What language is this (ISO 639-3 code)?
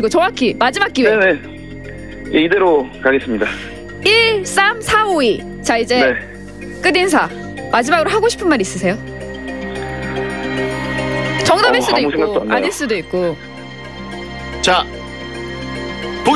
kor